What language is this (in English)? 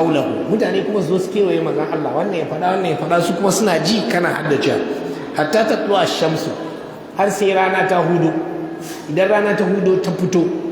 Hausa